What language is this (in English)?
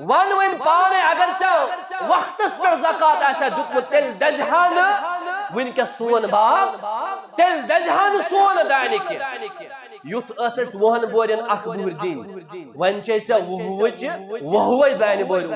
Kashmiri